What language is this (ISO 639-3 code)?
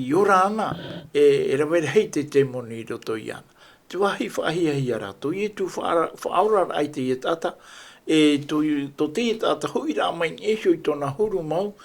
tah